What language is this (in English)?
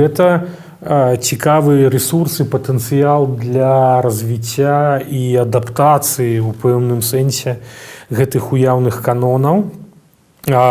Belarusian